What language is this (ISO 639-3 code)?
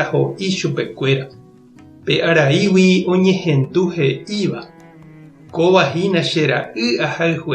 grn